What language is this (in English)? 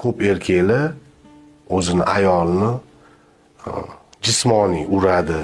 Uzbek